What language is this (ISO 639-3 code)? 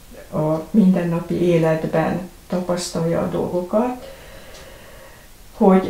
hun